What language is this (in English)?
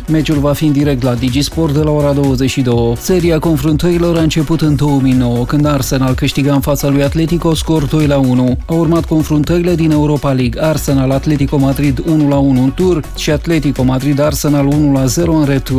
Romanian